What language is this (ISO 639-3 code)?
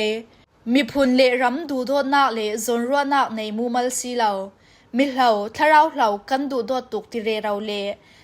cfm